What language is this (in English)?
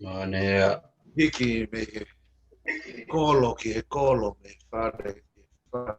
Tongan